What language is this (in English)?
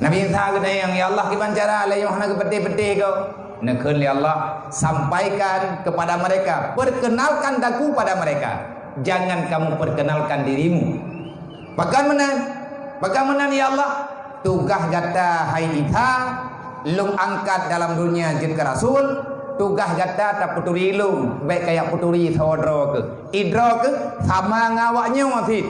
Achinese